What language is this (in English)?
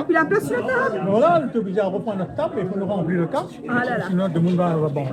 Réunion Creole French